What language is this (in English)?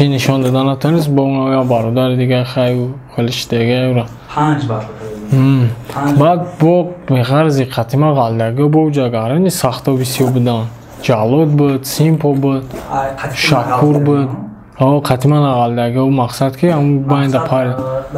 Tajik